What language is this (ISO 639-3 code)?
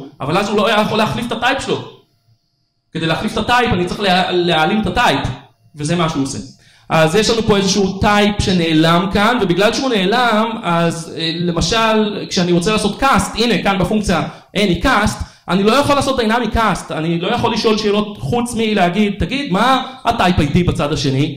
heb